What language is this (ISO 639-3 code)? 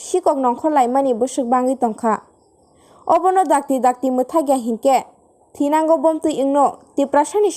trp